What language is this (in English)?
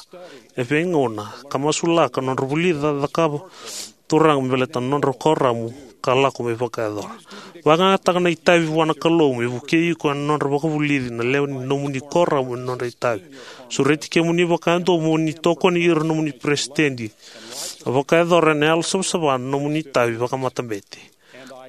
Fijian